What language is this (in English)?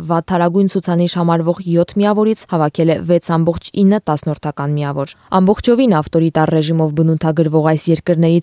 Armenian